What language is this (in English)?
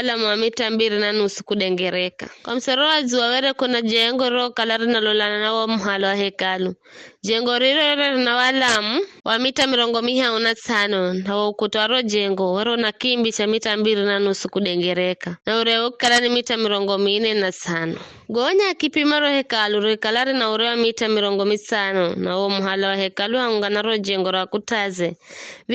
Giryama